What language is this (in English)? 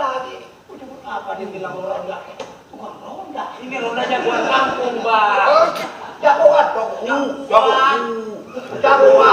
Betawi